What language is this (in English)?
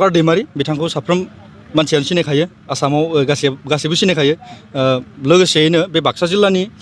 Bodo